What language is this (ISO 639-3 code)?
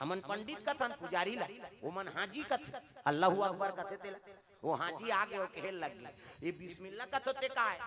hne